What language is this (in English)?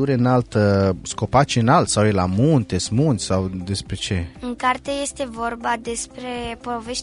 Romanian